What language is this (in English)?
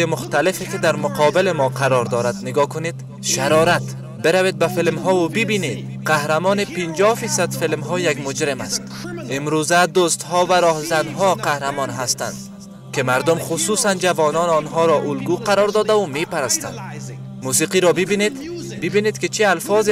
Persian